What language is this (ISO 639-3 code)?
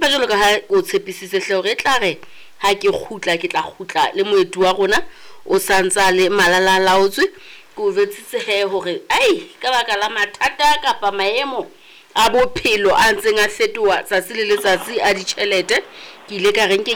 sot